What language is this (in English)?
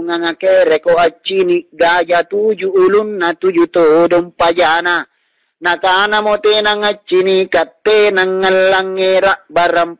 Makasar